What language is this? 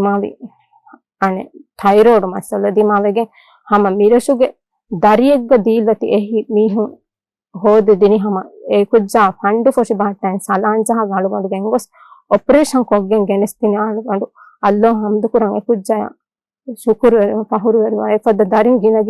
Divehi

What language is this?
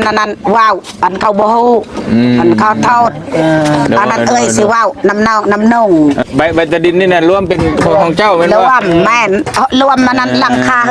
Northeastern Thai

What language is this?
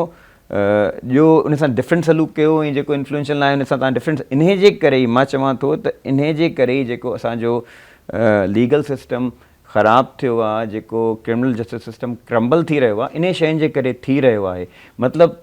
Sindhi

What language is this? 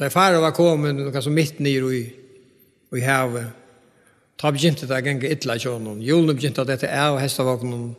Faroese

